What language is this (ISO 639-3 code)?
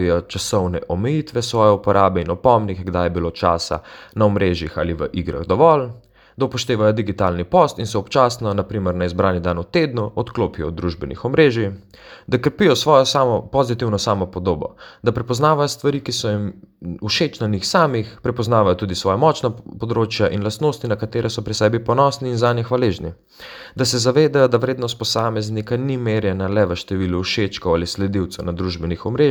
slv